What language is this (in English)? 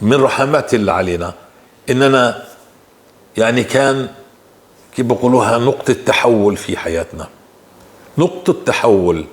North Levantine Arabic